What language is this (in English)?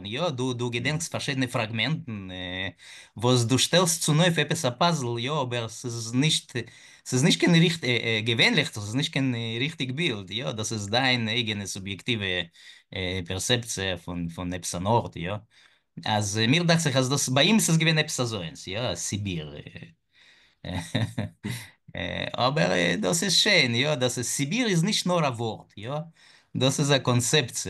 Yiddish